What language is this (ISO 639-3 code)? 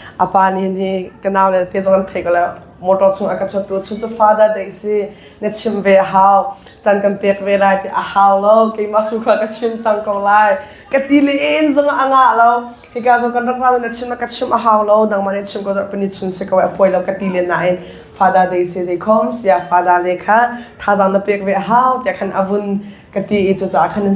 cnh